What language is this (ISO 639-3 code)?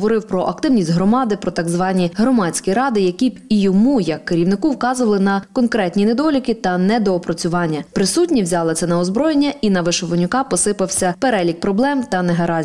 ukr